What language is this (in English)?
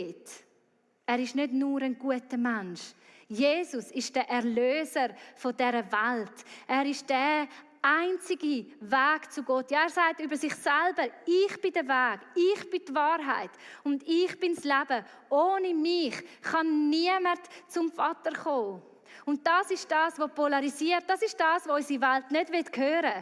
Swiss German